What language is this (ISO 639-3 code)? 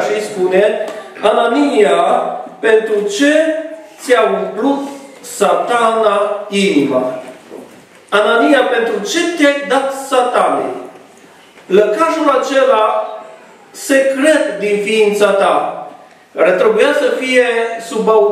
ron